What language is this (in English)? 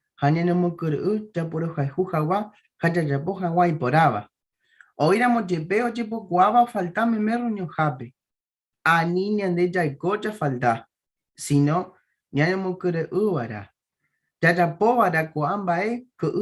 Guarani